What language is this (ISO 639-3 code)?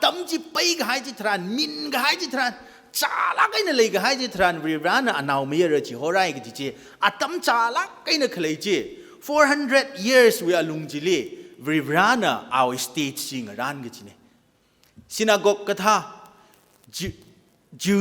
nmf